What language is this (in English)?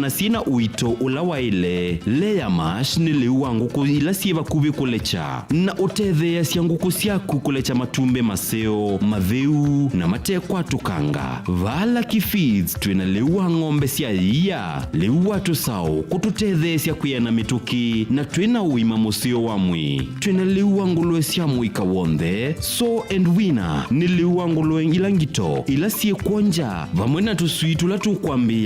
Kamba